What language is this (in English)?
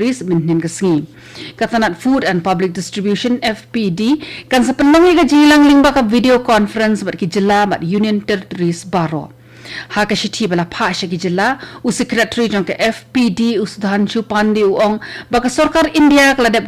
Khasi